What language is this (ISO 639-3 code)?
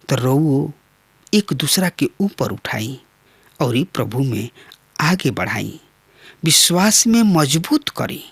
bho